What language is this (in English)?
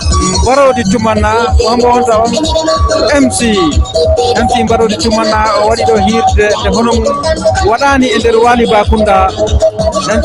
Fula